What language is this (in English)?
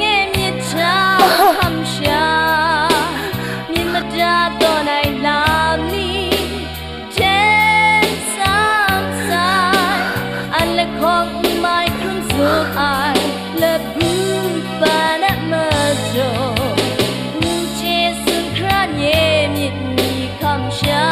Kachin